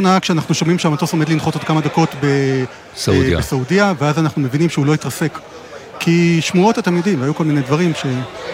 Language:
Hebrew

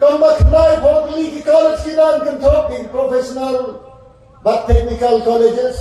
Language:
Khasi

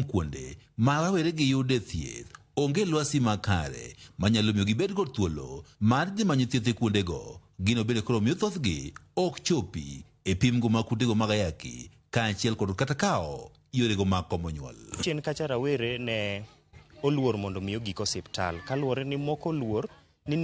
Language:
Luo (Kenya and Tanzania)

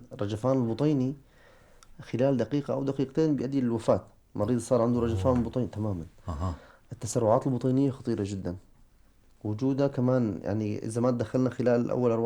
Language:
North Levantine Arabic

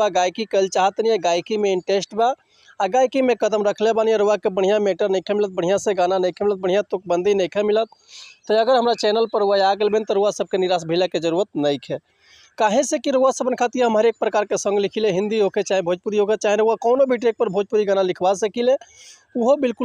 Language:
Bhojpuri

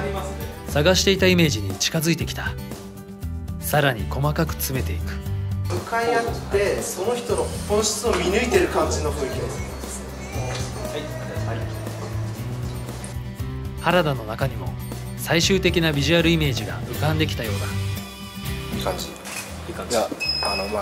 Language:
Japanese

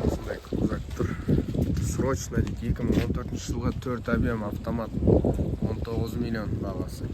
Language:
Kazakh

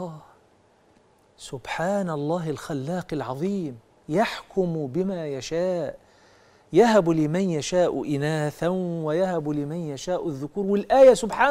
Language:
Egyptian Arabic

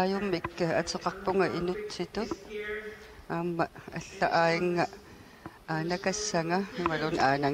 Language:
Kalaallisut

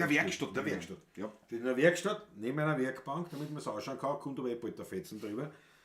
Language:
Bavarian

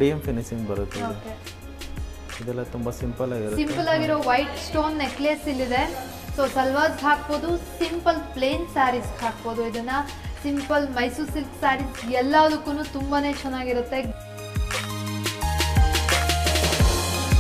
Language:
Kannada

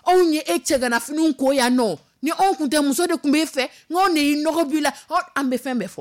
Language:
Dyula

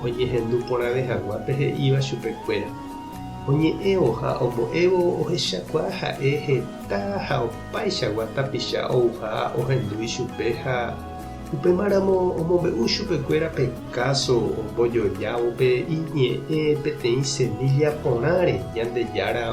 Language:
Guarani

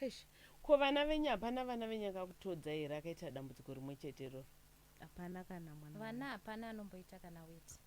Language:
Shona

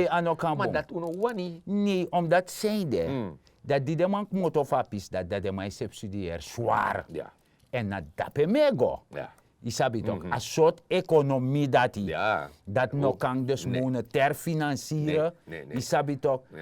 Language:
Sranan Tongo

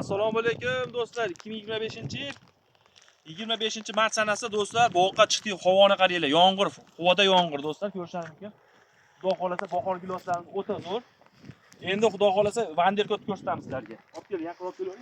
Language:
Uzbek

